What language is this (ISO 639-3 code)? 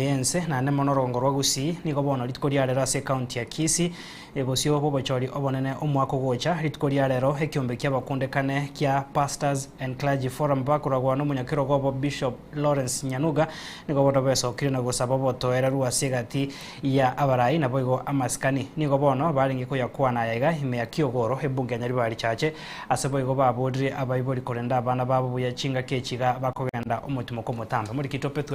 guz